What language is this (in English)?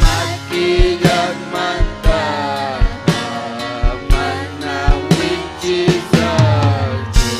Ayacucho Quechua